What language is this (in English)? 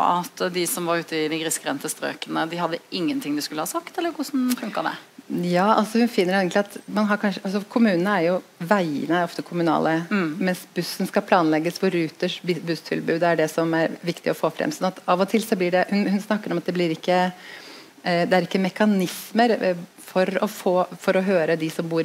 Norwegian